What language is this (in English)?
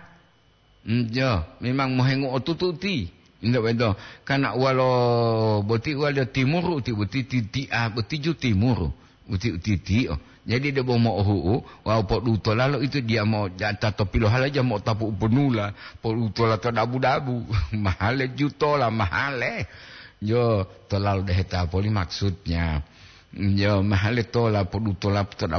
Gorontalo